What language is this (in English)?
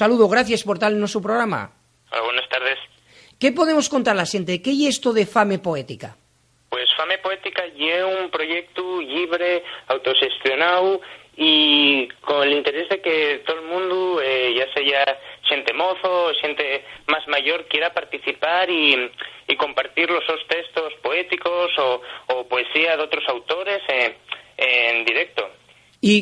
Asturian